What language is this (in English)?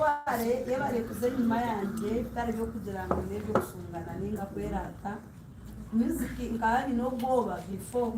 Nyankole